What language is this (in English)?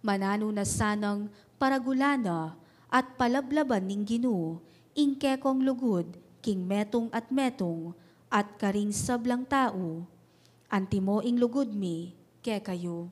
Pampanga